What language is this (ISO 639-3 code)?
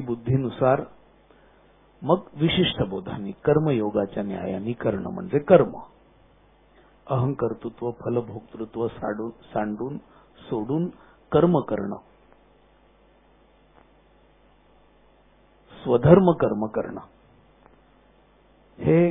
mar